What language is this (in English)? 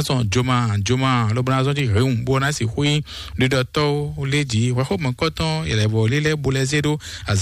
Fon